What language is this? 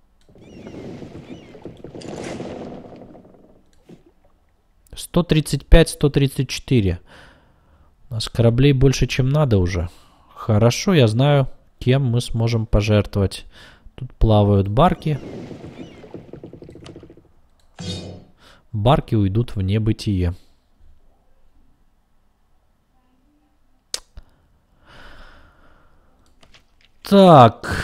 Russian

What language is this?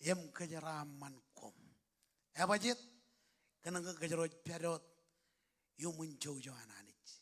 Marshallese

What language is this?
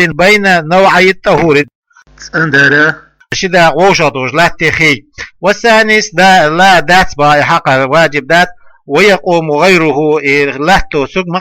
Chechen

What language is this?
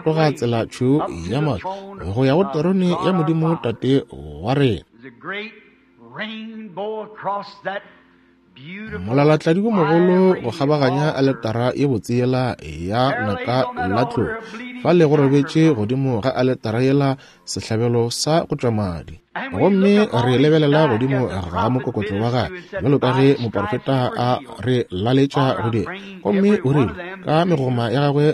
Northern Sotho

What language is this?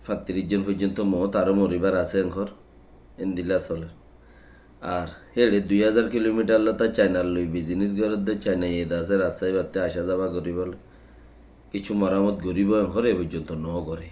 Rohingya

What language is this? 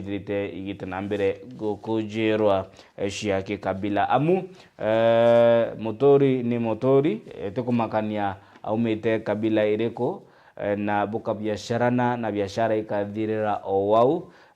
Meru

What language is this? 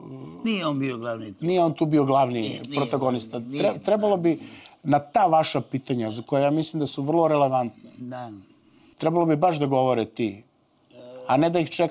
Serbian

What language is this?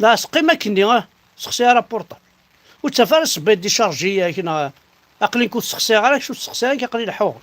Kabyle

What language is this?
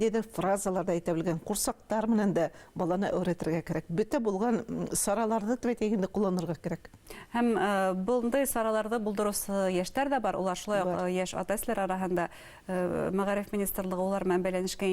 Bashkir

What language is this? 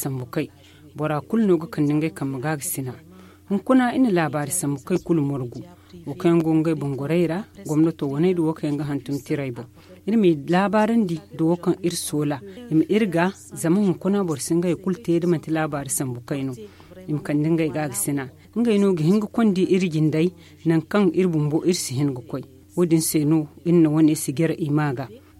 Zarma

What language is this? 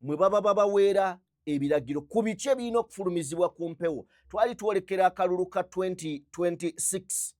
Ganda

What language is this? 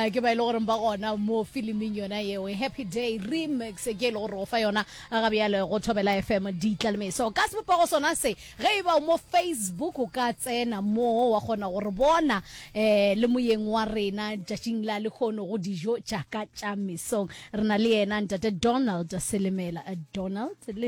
Northern Sotho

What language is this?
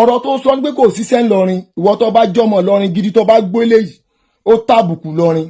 Yoruba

